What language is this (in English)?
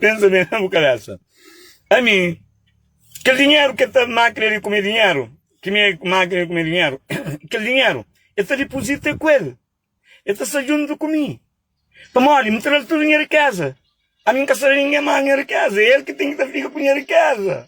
Kabuverdianu